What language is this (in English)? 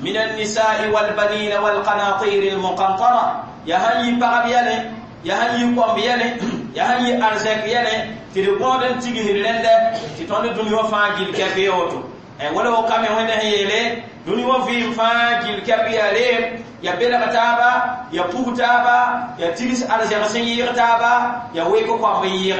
Mossi